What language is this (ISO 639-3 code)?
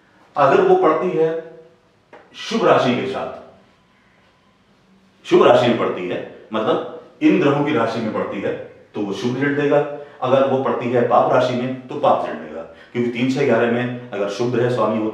hin